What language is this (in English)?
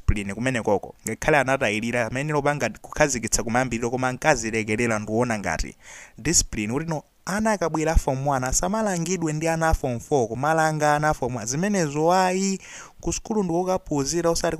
Nyanja